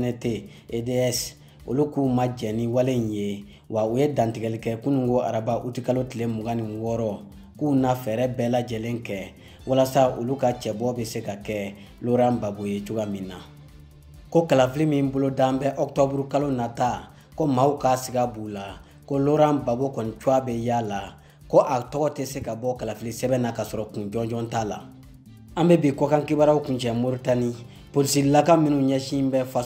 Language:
Bambara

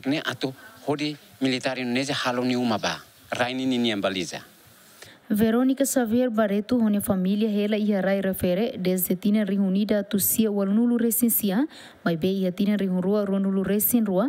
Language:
Tetum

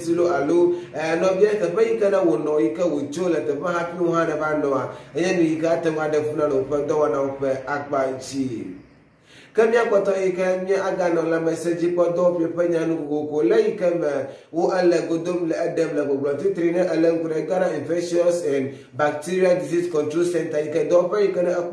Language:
Ewe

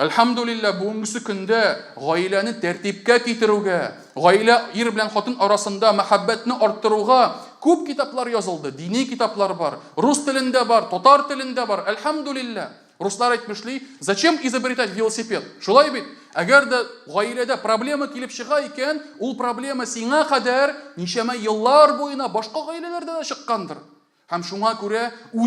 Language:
Tatar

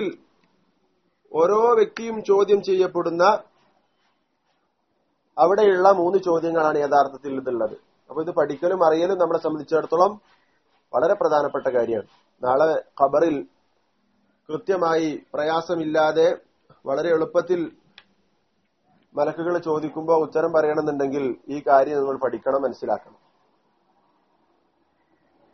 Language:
Malayalam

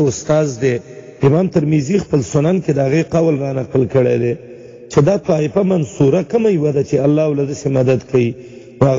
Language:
Pashto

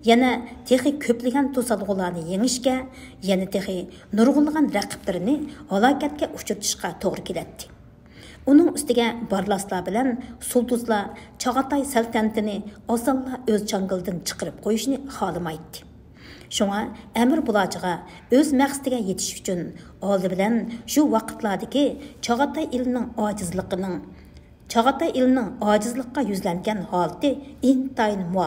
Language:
Uyghur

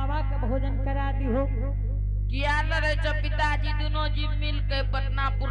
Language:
Angika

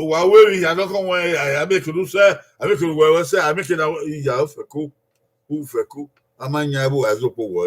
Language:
Bini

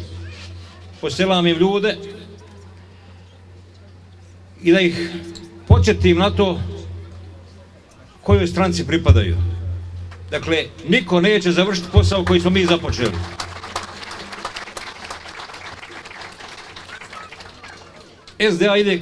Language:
Bosnian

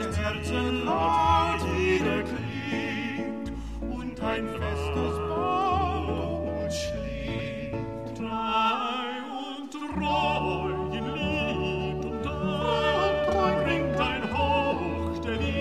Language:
Italian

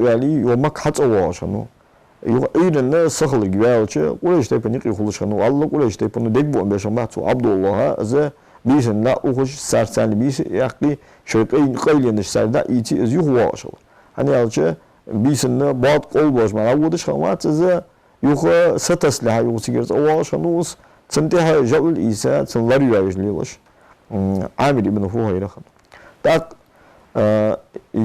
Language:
Ingush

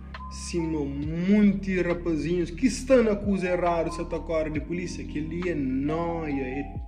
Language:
Kabuverdianu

